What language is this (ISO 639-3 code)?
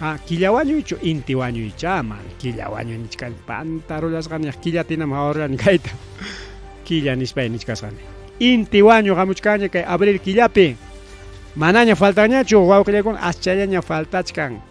quy